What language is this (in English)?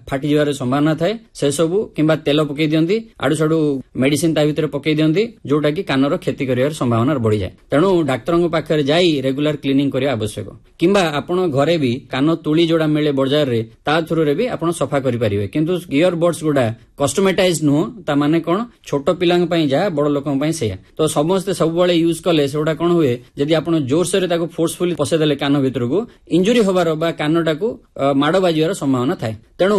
Odia